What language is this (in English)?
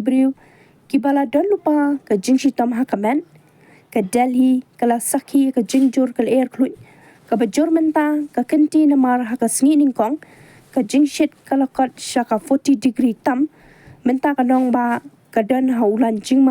Khasi